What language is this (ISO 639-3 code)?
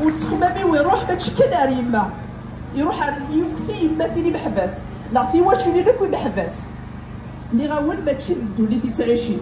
kab